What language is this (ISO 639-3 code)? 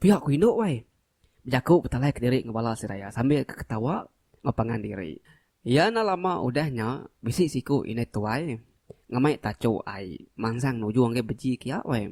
iba